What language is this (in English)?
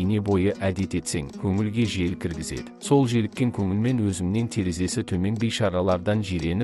Kazakh